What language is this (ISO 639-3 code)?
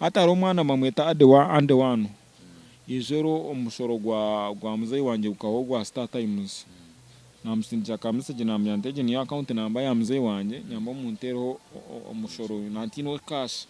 nyn